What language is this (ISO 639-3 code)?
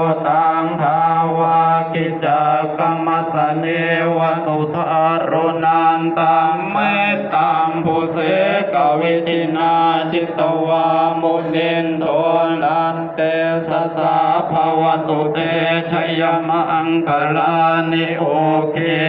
pli